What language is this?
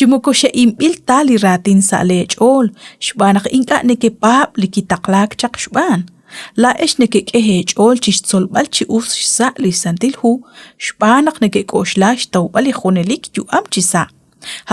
Kekchí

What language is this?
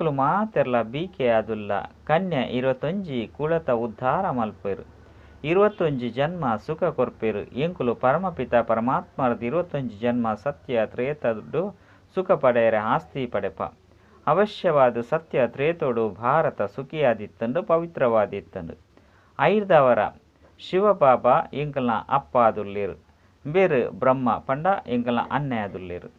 Tulu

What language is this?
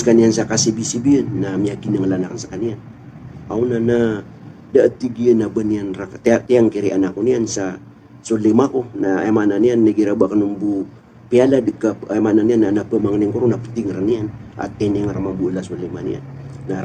Maranao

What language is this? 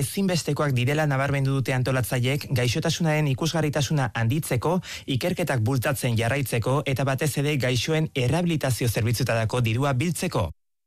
Basque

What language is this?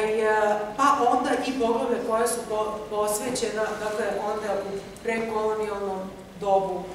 Serbian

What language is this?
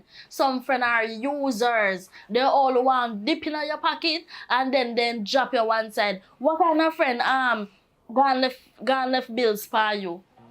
Jamaican Creole English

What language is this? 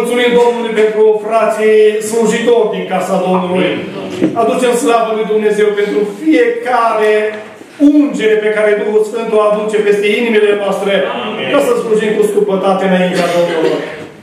Romanian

